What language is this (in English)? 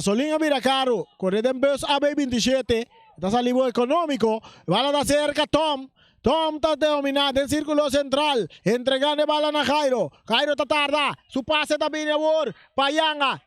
Papiamento